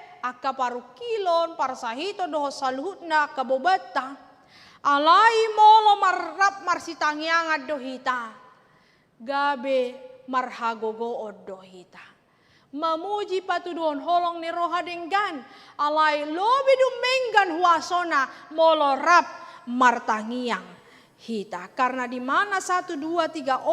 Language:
Batak Toba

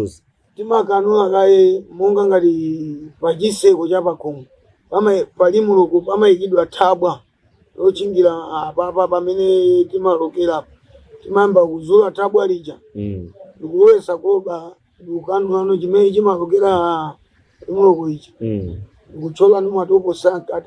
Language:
Nyanja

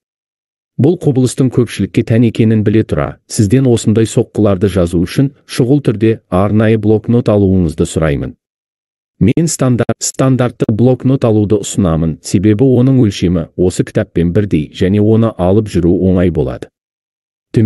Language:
Kazakh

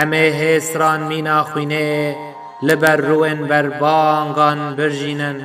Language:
Kurdish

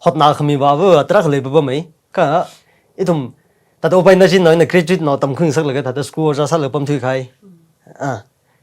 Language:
Tangkhul Naga (India)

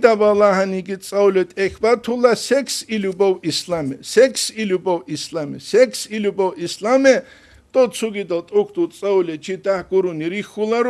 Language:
Avaric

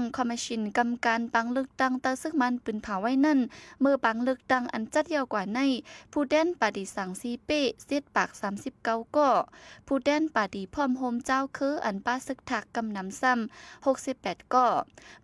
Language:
Shan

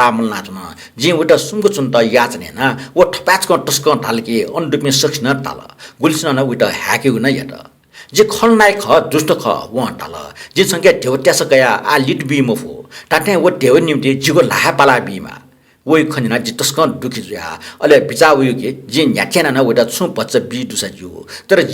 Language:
Newari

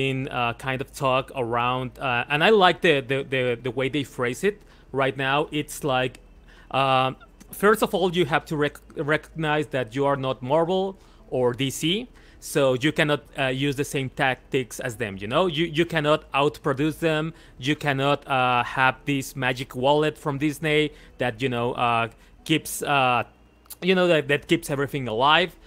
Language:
English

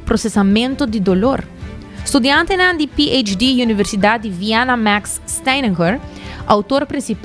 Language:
Papiamento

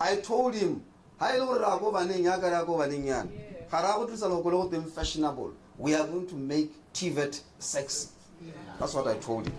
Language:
Tswana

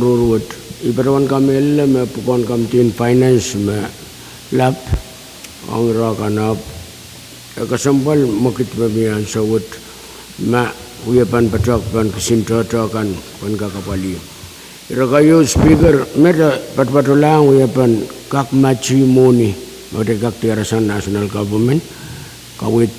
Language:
Pohnpeian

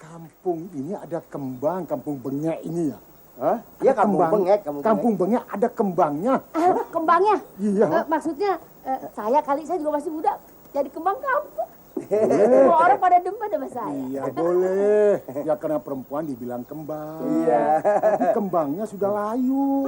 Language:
Betawi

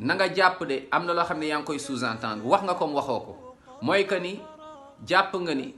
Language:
Wolof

